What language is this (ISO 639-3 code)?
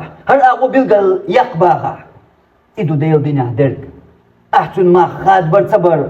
che